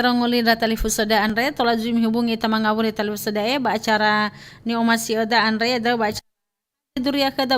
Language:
Nias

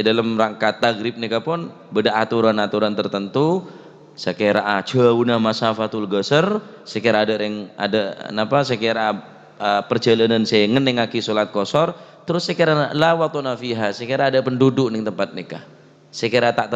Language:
Madurese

